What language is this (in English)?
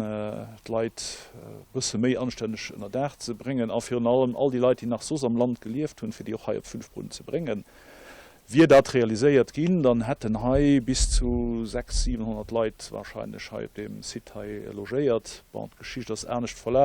Luxembourgish